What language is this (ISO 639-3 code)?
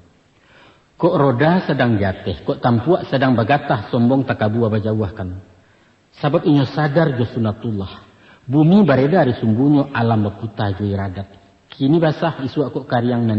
min